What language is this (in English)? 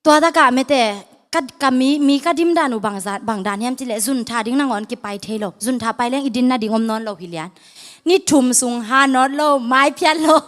Tedim Chin